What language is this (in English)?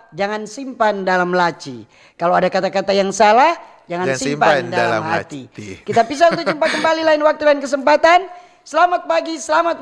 Manado Malay